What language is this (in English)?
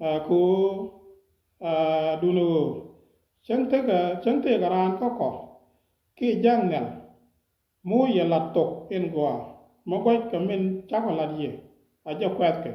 Nuer